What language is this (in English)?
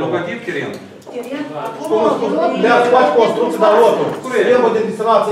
Romanian